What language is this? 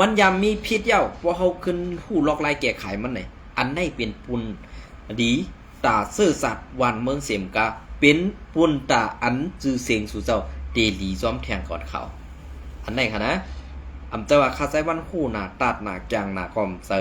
Shan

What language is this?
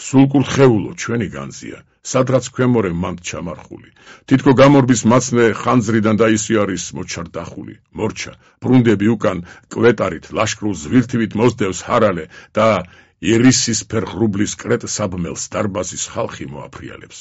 Georgian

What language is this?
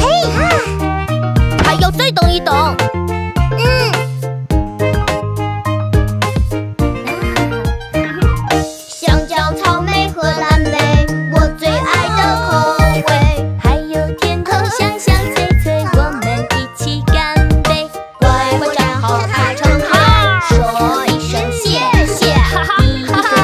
Chinese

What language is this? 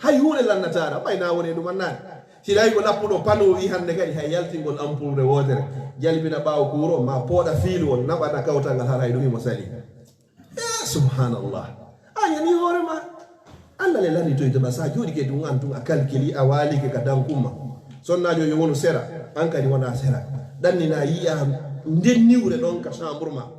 Fula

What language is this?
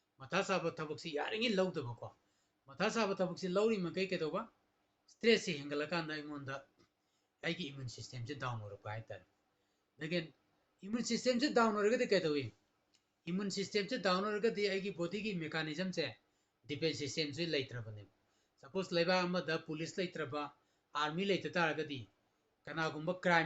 Manipuri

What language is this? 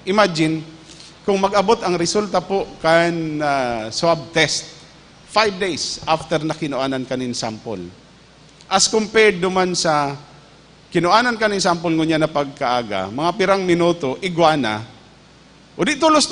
Bikol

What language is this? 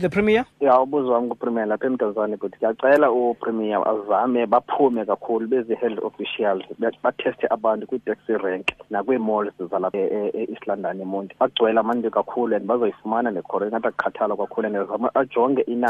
Xhosa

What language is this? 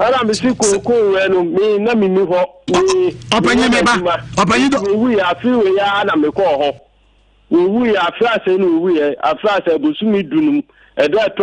Akan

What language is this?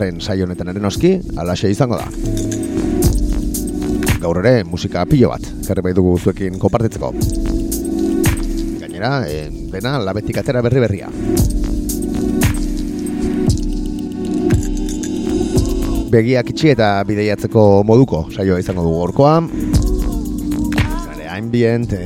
Basque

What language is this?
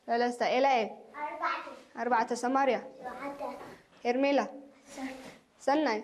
Tigrinya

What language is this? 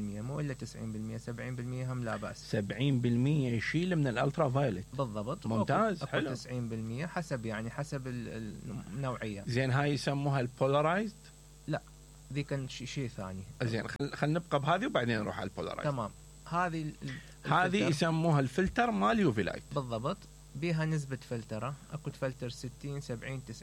Mesopotamian Arabic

